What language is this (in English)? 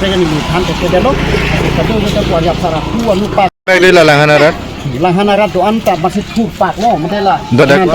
Karbi